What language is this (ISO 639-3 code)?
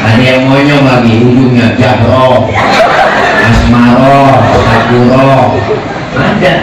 bew